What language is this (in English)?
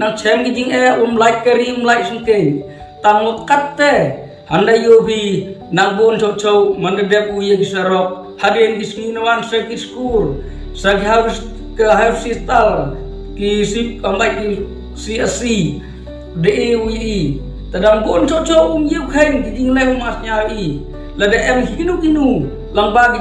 Khasi